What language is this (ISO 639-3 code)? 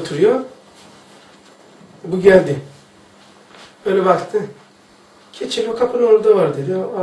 tur